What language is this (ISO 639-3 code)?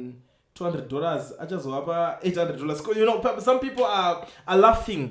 sna